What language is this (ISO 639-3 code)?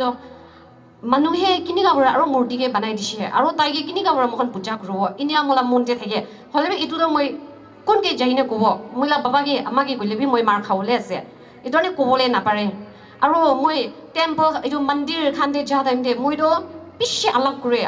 nag